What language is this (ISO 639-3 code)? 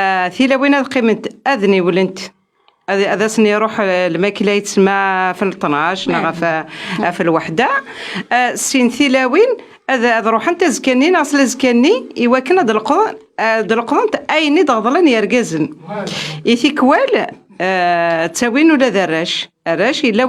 kab